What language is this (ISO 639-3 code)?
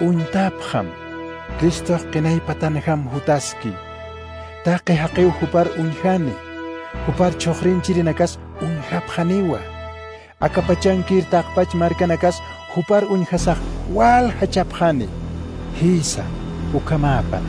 aym